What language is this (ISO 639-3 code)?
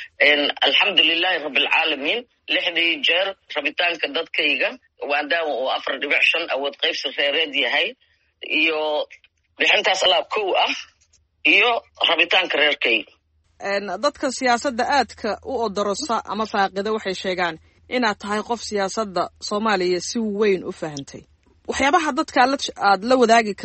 som